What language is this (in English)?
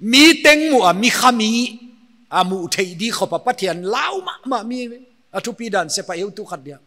Paite Chin